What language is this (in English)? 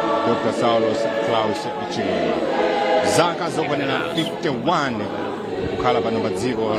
Nyanja